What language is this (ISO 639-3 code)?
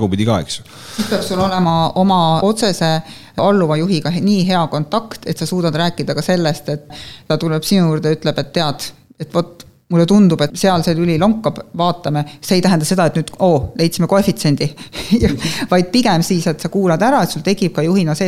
est